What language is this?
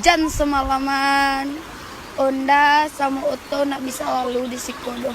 Minangkabau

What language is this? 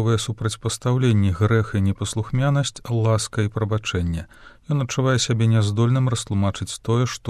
Belarusian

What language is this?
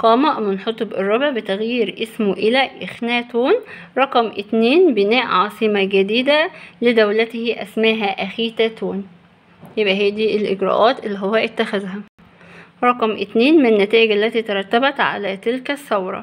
Egyptian Arabic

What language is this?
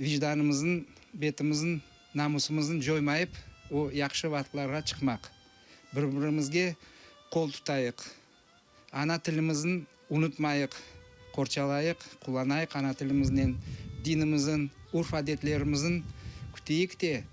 Crimean Tatar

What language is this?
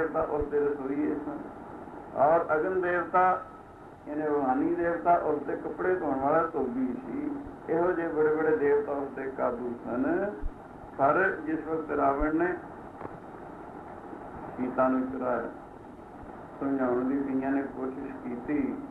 Punjabi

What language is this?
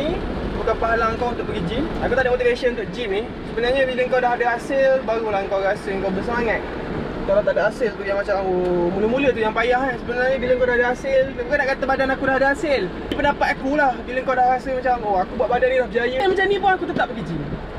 Malay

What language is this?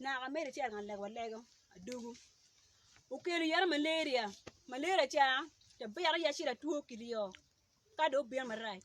Acoli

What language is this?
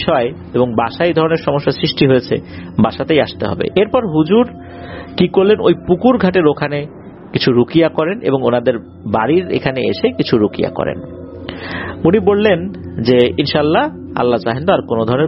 Bangla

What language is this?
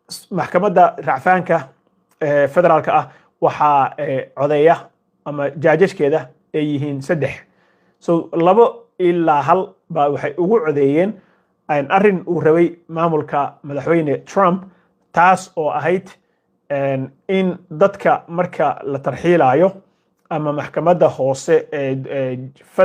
Somali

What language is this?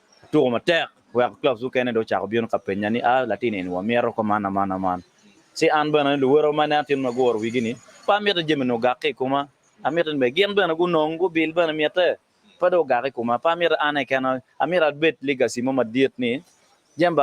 Acoli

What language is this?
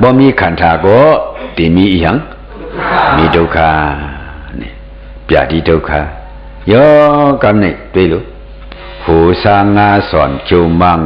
Shan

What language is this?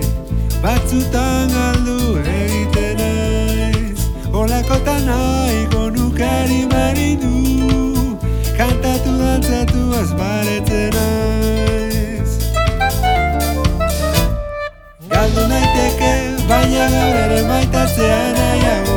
Basque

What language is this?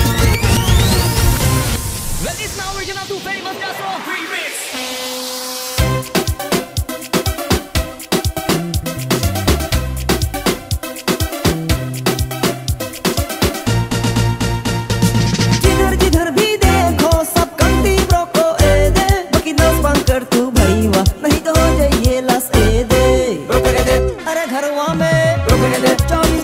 Bhojpuri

